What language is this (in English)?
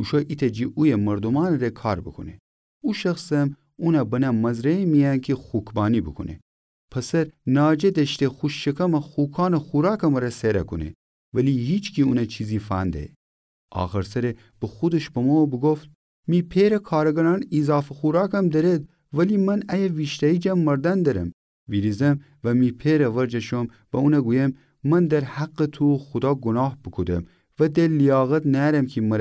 Gilaki